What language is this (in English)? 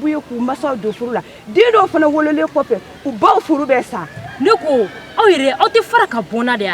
Bambara